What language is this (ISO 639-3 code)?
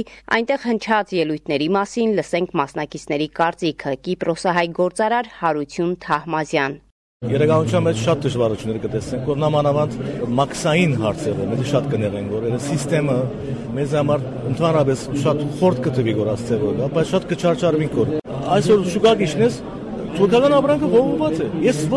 hye